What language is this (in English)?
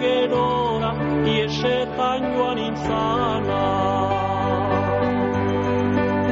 Basque